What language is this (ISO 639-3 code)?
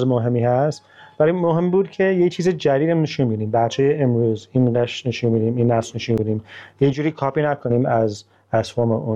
fas